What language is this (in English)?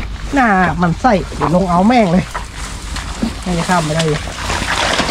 Thai